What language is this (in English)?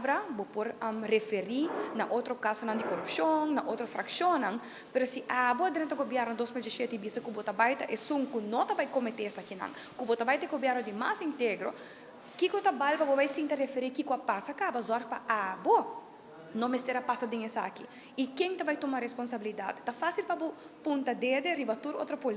Papiamento